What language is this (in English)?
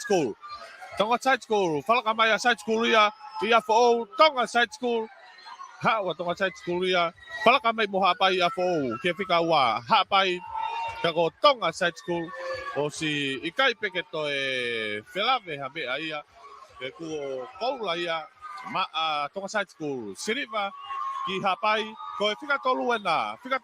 Tongan